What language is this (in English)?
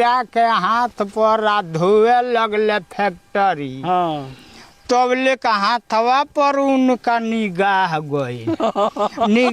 Bhojpuri